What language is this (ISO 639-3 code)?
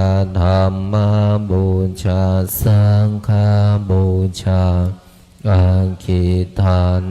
pli